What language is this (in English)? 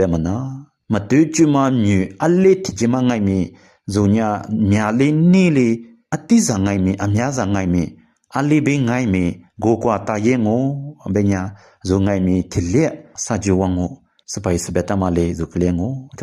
Lisu